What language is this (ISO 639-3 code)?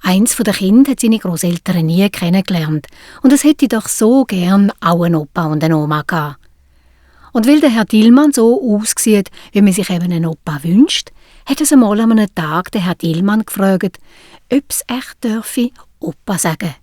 gsw